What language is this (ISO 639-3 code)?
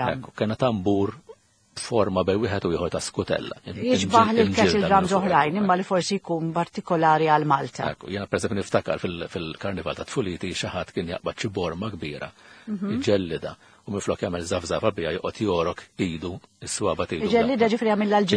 mlt